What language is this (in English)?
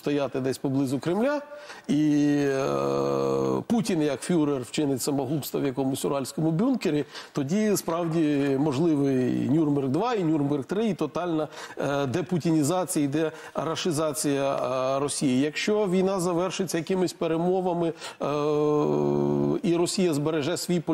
Ukrainian